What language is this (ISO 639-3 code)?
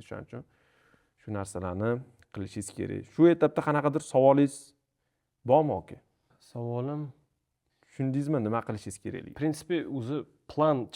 uzb